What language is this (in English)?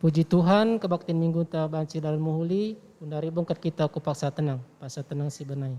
Batak Karo